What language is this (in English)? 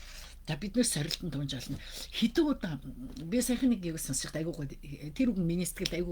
Mongolian